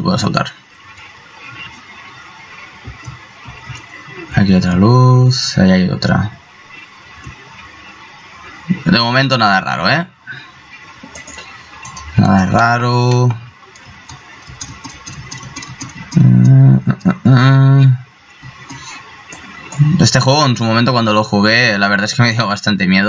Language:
Spanish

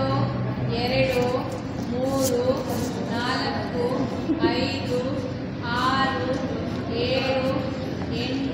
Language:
Kannada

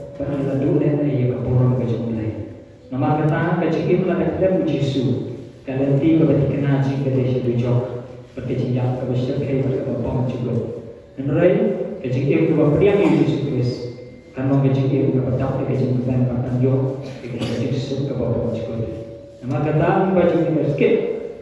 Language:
Khasi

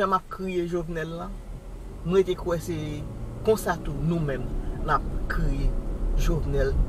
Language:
Haitian Creole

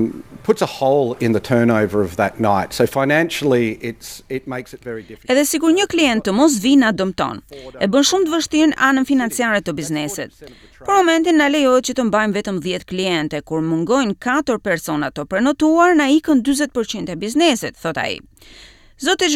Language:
Albanian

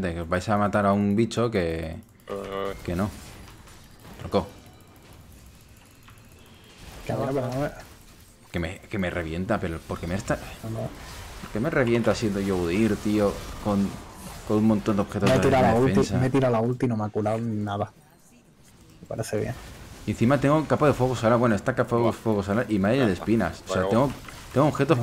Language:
Spanish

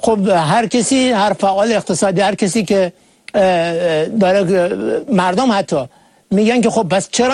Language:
Persian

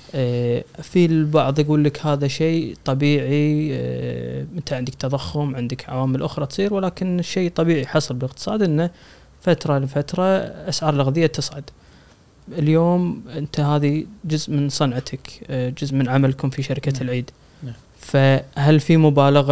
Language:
Gulf Arabic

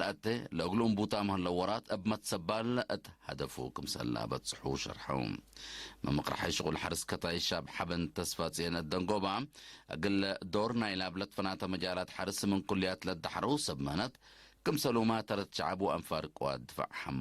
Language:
Tigre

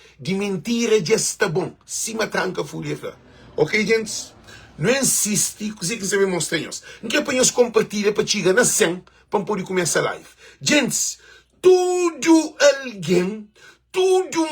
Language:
Kabuverdianu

